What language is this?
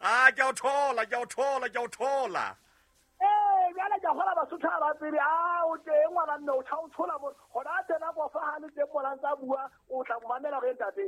Southern Sotho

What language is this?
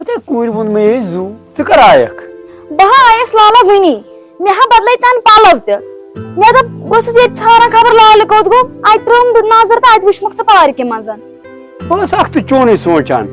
Kashmiri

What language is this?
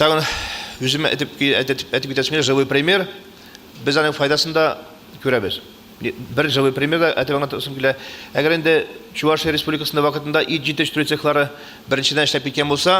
Tatar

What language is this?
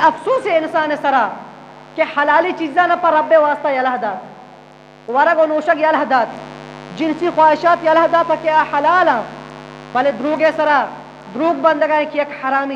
Eastern Balochi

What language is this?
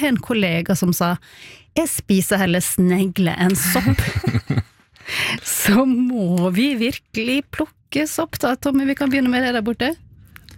Norwegian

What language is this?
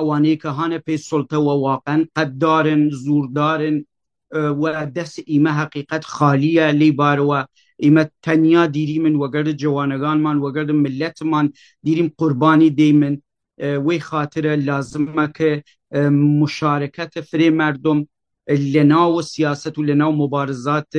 Kurdish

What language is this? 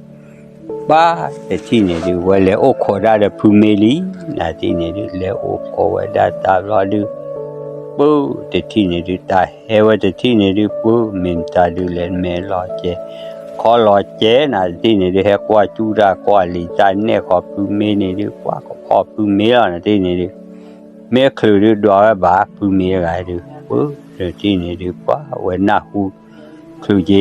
S'gaw Karen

